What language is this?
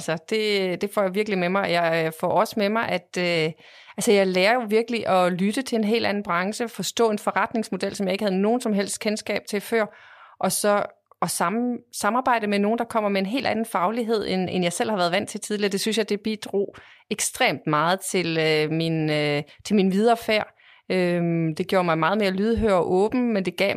Danish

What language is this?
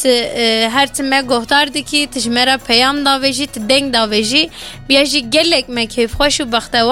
Kurdish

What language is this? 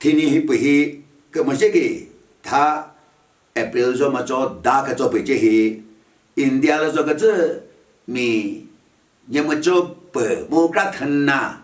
Chokri Naga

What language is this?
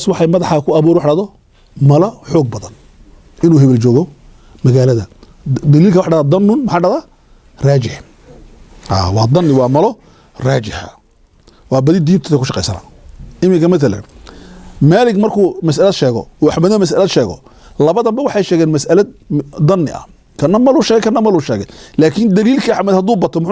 Somali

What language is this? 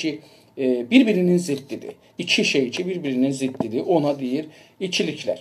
South Azerbaijani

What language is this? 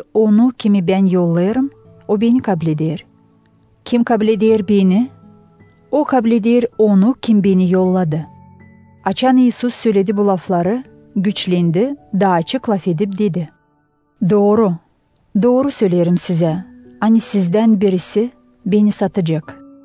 Gagauz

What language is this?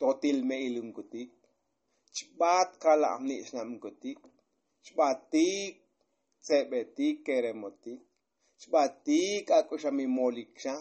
Tzotzil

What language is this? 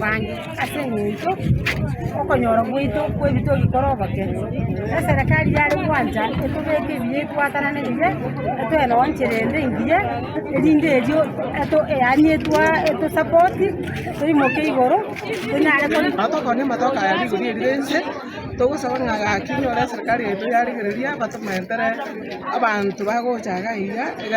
Gusii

